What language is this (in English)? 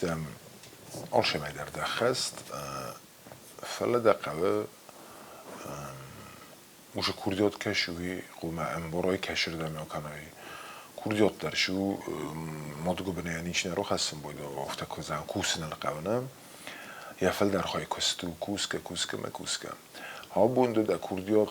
Ossetic